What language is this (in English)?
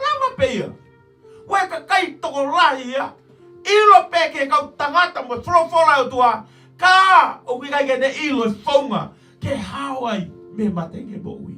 Tongan